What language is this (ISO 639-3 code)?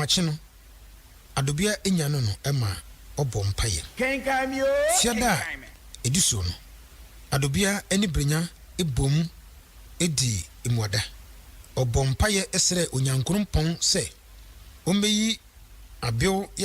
aka